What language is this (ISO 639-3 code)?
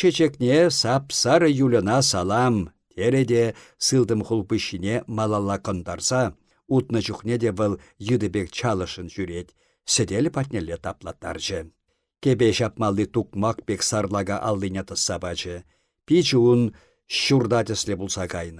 chv